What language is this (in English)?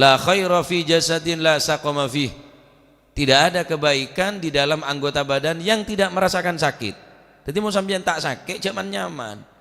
Madurese